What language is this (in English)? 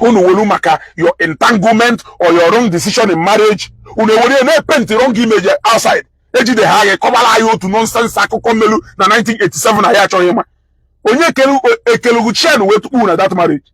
Igbo